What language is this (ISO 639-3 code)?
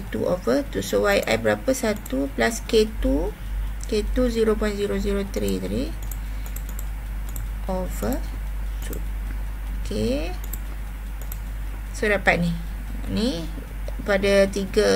msa